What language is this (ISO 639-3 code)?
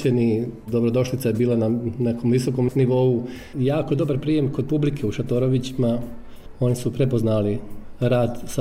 bos